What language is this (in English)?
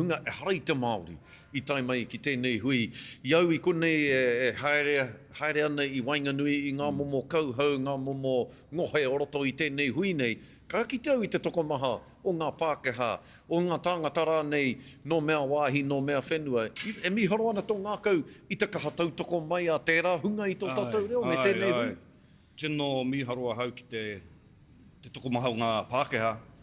Māori